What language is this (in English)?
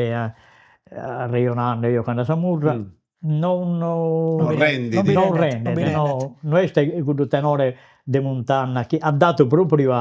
Sardinian